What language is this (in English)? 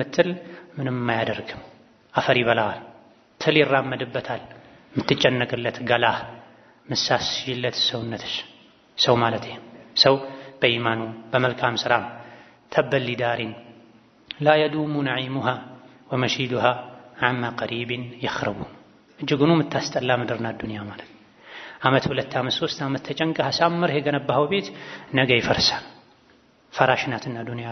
Amharic